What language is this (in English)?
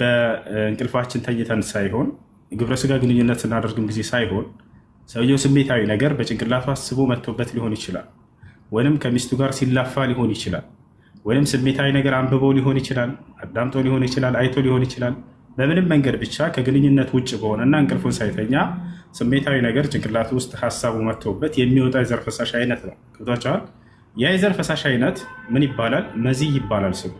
Amharic